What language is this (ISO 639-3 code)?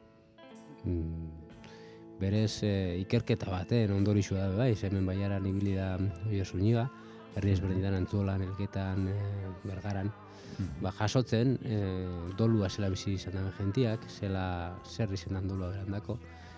eus